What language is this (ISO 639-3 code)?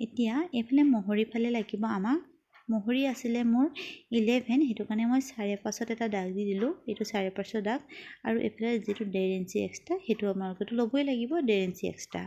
asm